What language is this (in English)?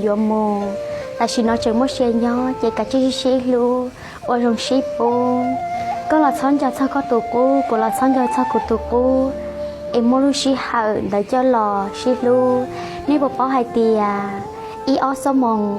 Hmong